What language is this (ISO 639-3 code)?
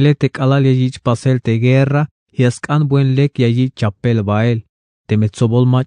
tzh